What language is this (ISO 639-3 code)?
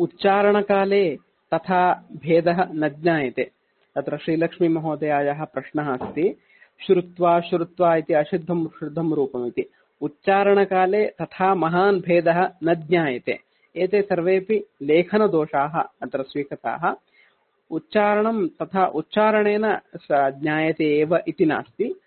san